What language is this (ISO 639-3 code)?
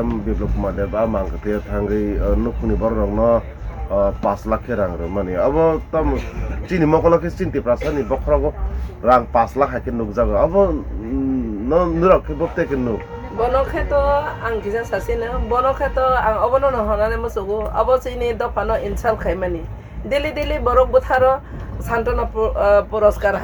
trp